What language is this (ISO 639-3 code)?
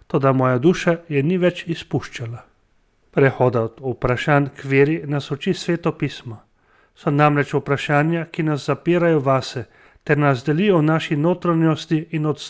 slv